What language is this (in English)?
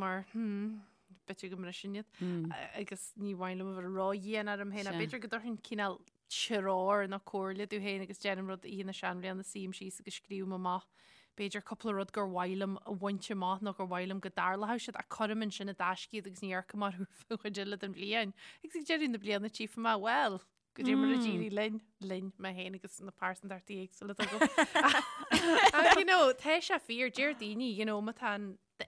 Irish